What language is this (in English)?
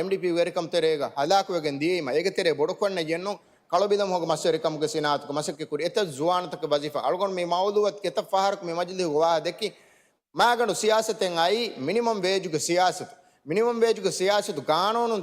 Divehi